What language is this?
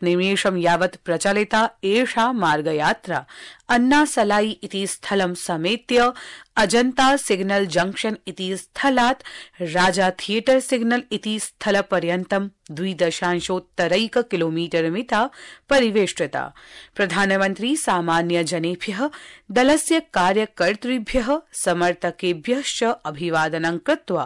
Sanskrit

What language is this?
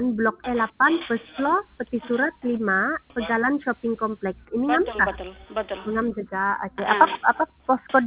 Sabah Malay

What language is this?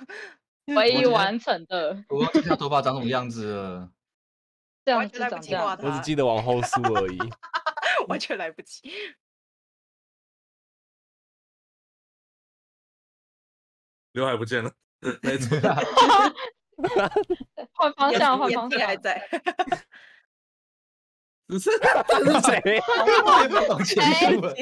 Chinese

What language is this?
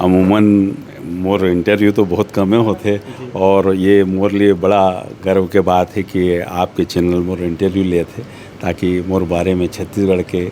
Chhattisgarhi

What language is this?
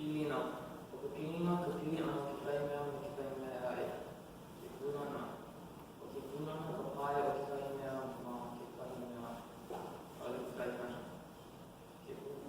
Hawaiian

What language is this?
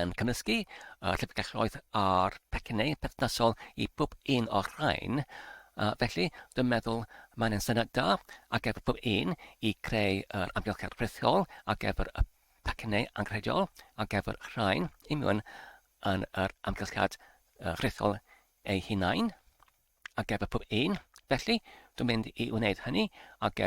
Welsh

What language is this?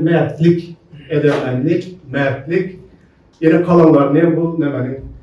Turkmen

